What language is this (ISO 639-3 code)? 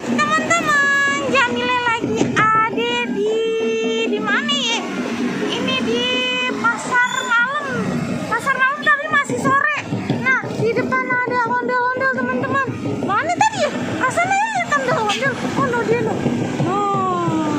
bew